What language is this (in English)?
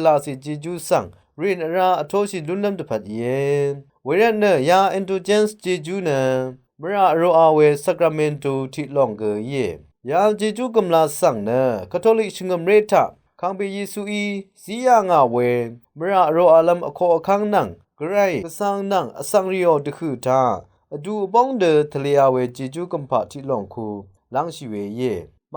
Rawang